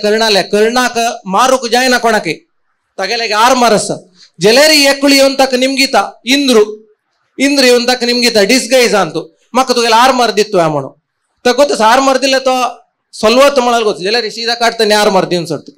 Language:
Konkani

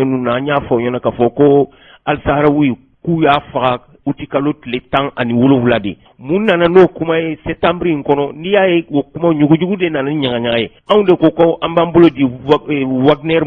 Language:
Bambara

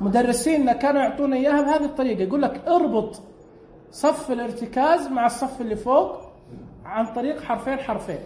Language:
Najdi Arabic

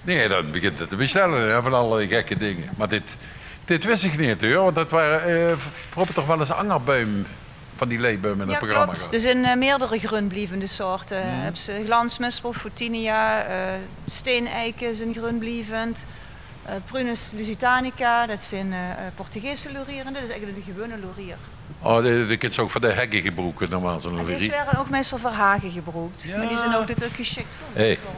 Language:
Limburgish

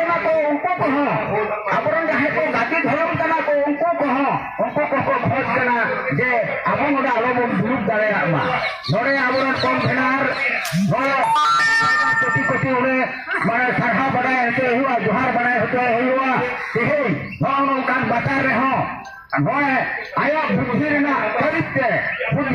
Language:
Santali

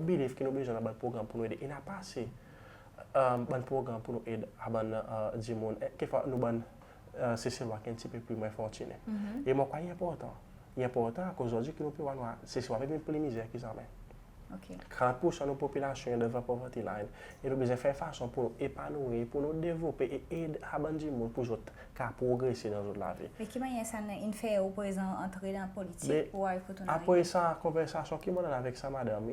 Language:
Seselwa Creole French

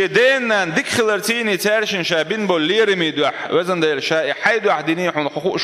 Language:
Chechen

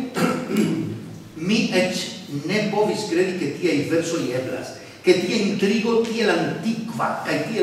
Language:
Esperanto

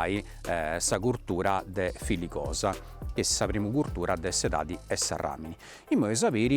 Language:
Sardinian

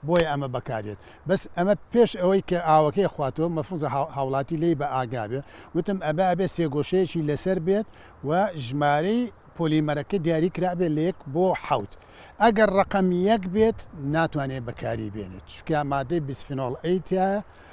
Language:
Central Kurdish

